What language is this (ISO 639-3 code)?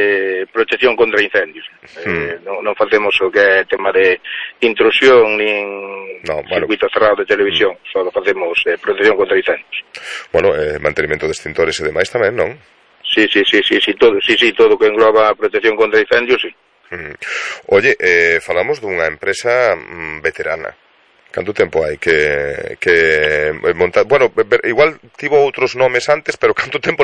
glg